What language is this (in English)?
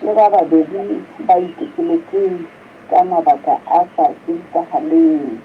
Southern Sotho